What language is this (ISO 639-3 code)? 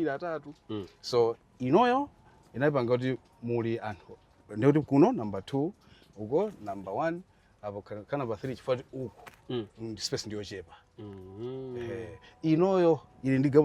nya